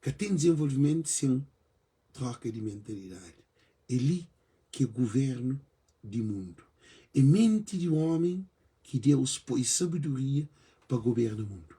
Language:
Kabuverdianu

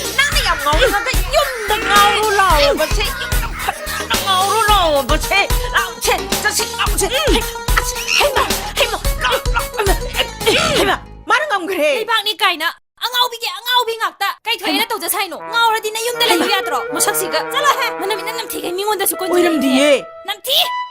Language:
Manipuri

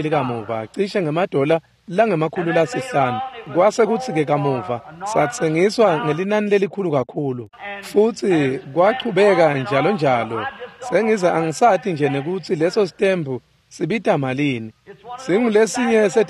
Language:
Swati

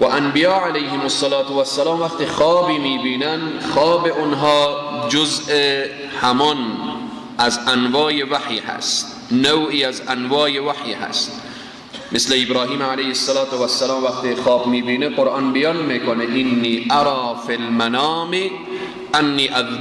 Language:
Persian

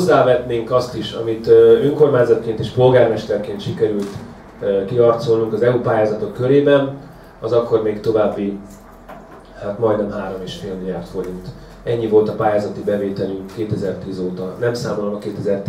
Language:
Hungarian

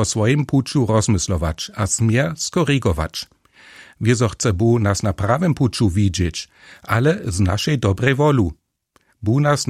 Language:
Upper Sorbian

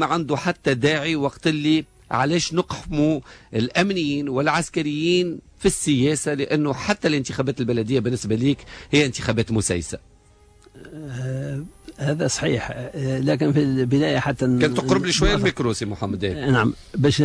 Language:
Tunisian Arabic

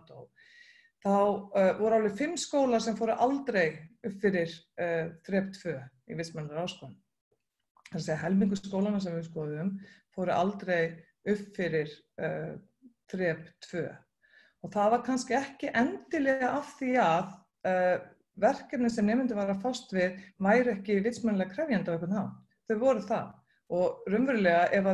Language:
Icelandic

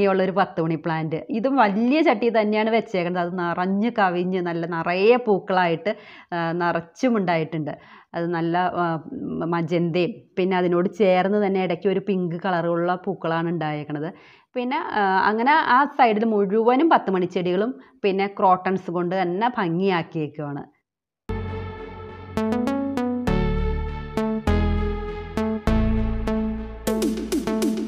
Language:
Malayalam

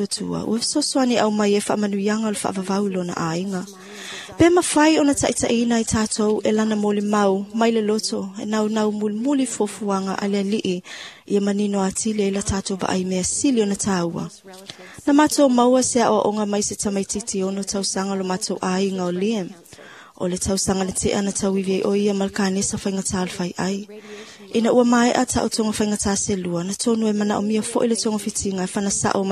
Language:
Samoan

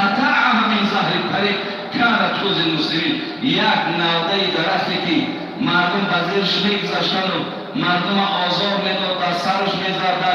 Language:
Tajik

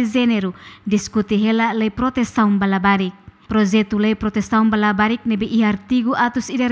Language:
Tetum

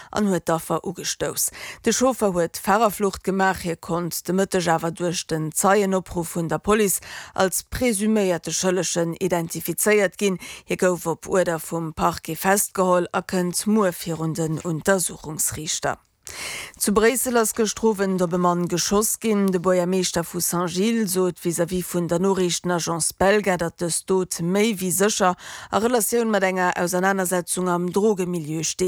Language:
Luxembourgish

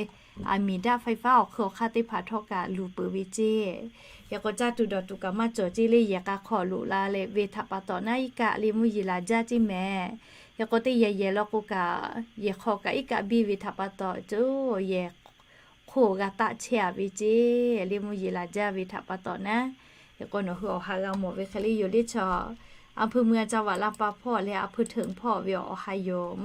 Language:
Lahu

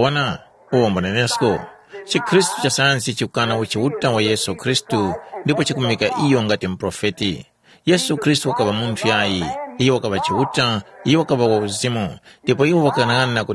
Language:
Tumbuka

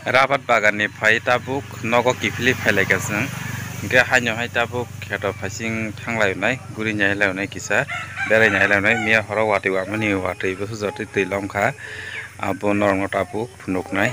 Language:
Kok Borok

